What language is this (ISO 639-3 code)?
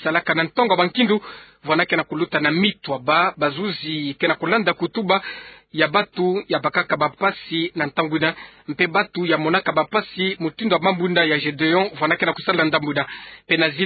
ktu